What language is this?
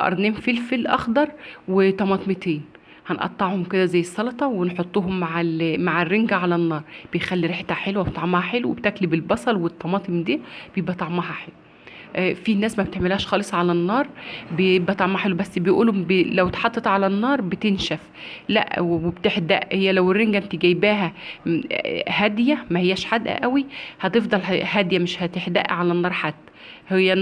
Egyptian Arabic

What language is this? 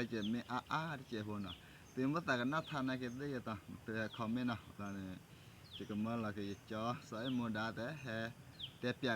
S'gaw Karen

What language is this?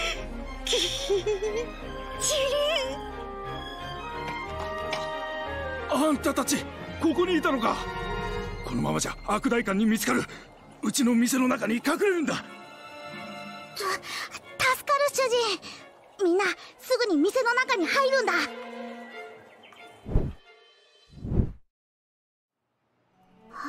Japanese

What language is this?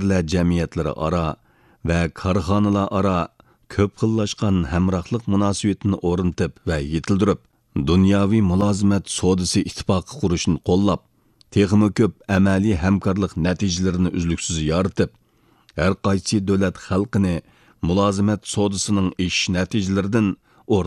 Uyghur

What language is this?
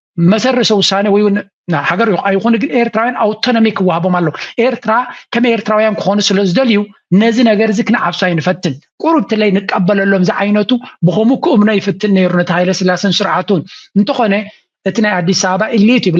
Tigrinya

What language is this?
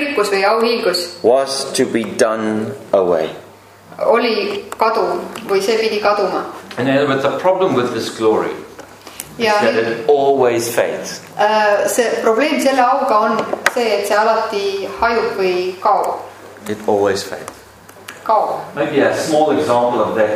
Estonian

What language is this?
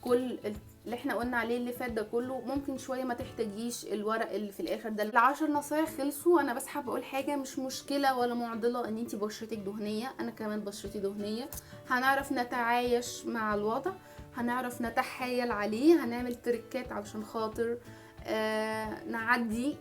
Egyptian Arabic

